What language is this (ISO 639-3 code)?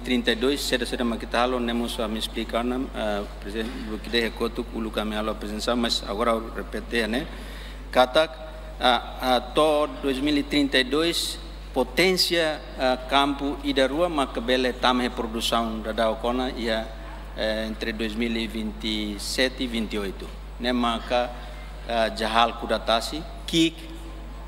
tet